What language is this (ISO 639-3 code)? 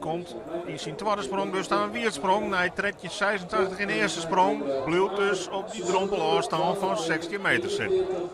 fry